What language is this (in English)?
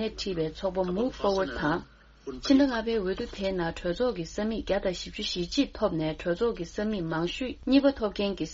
Tibetan